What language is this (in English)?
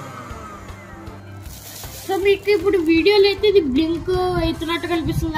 Telugu